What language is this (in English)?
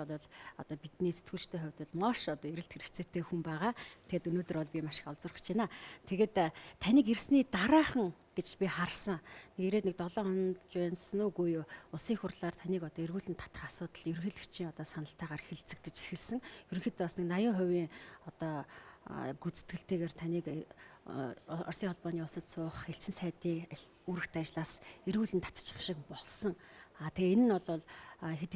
Mongolian